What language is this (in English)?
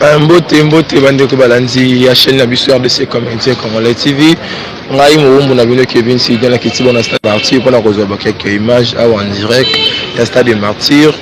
Lingala